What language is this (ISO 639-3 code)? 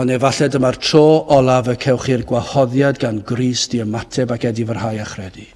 cym